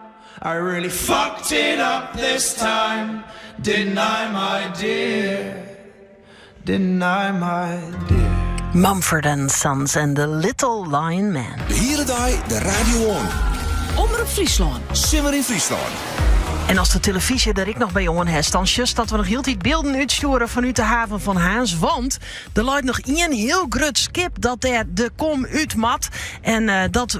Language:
Western Frisian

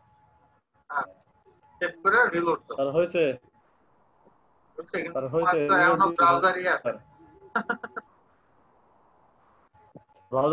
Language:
Bangla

